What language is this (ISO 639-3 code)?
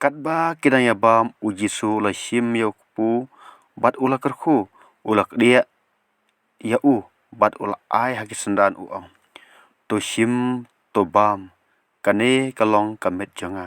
kha